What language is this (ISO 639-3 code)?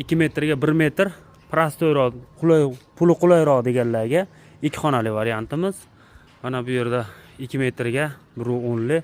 uzb